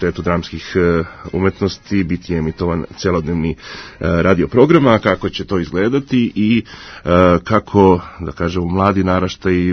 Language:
Serbian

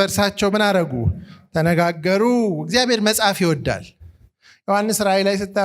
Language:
Amharic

